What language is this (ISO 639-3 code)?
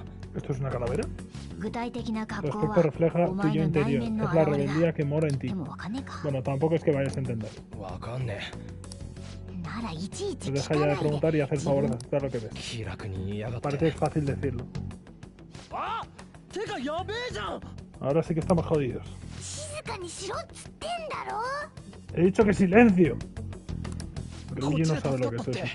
spa